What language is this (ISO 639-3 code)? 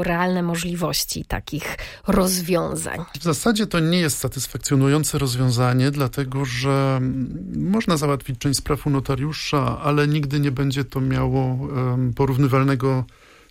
pol